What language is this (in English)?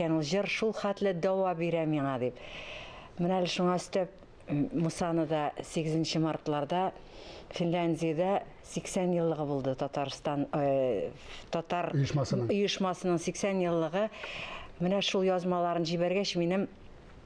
Tatar